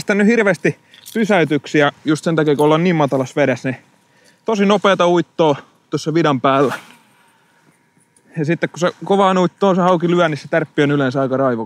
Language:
Finnish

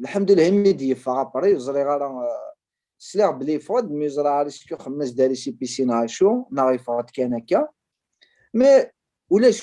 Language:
Kabyle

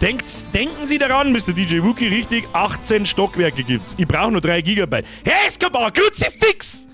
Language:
Bavarian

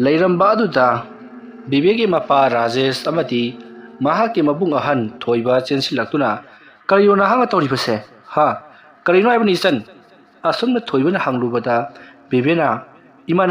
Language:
Manipuri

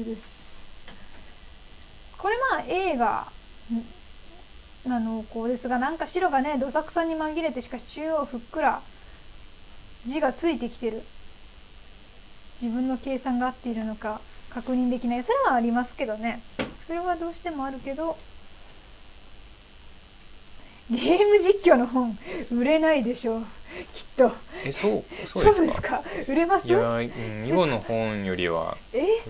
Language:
Japanese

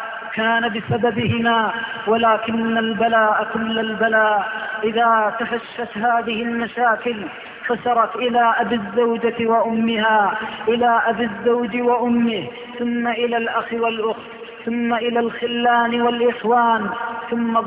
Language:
Arabic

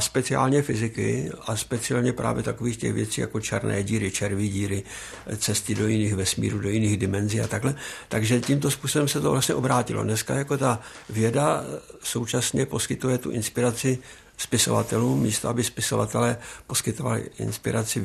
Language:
Czech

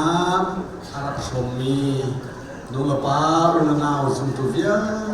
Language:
Hakha Chin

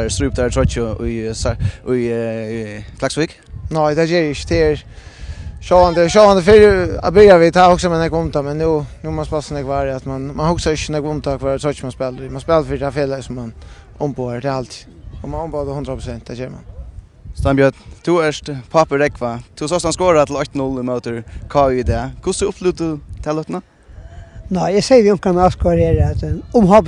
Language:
Faroese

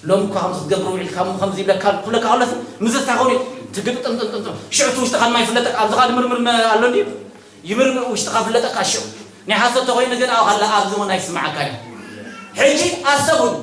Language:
Tigrinya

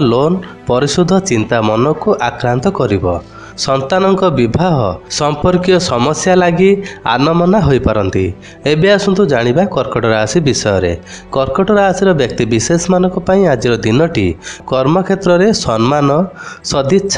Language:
Odia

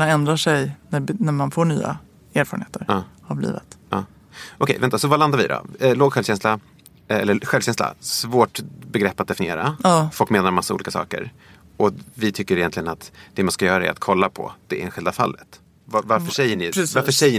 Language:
Swedish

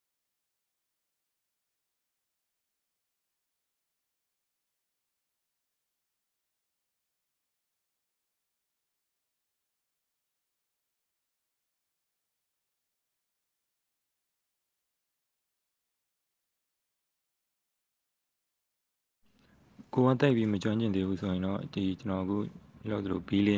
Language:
Burmese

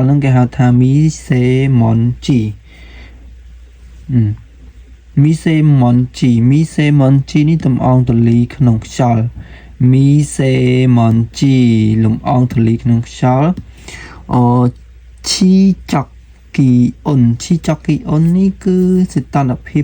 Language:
Khmer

